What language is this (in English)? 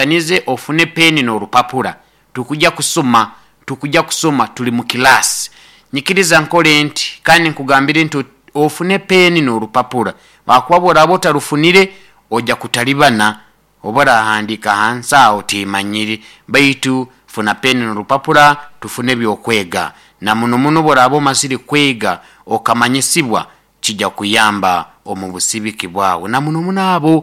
Nyoro